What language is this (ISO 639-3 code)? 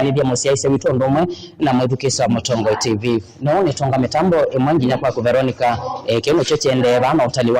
kam